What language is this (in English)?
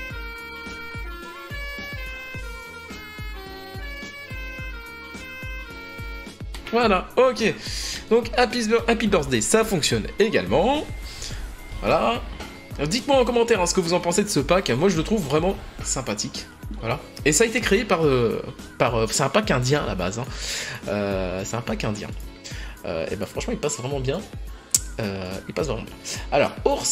French